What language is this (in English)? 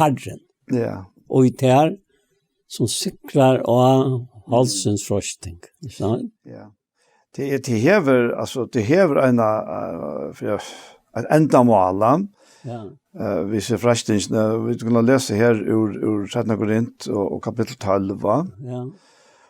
Faroese